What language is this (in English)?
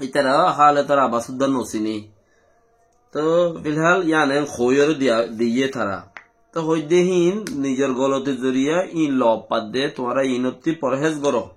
Rohingya